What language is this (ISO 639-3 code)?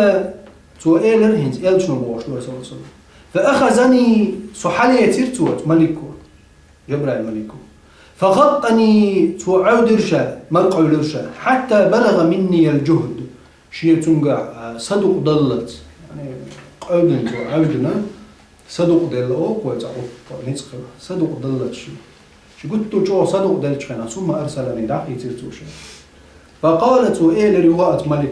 che